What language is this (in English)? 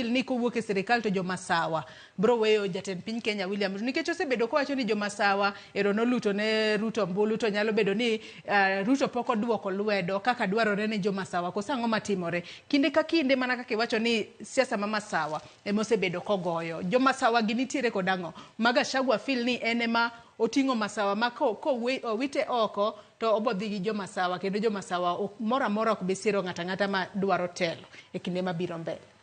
Luo (Kenya and Tanzania)